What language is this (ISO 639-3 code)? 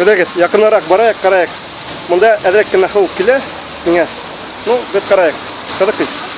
bak